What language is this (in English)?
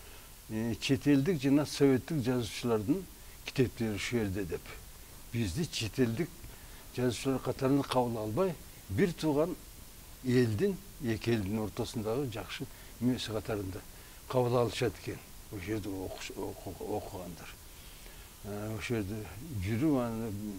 Kyrgyz